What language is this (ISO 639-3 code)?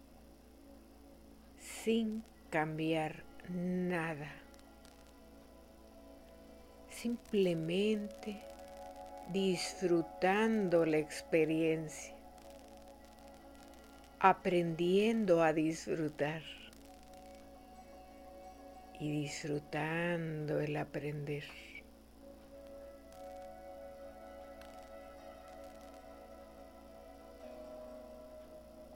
spa